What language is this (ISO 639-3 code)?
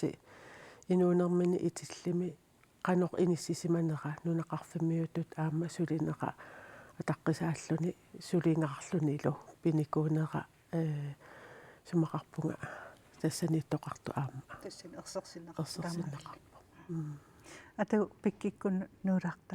kal